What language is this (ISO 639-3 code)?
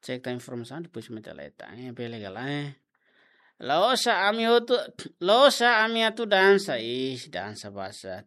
tet